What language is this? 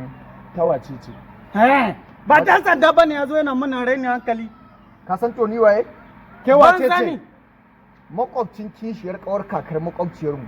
Hausa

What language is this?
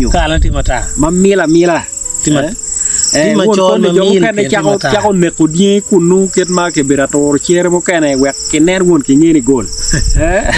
Acoli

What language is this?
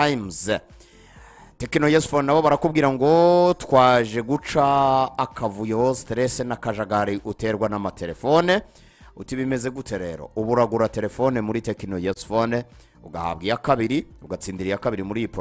Kinyarwanda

